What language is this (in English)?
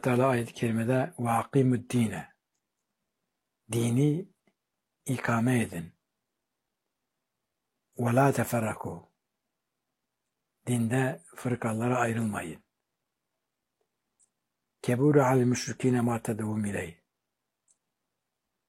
Turkish